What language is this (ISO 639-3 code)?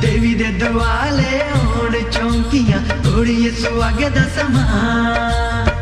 doi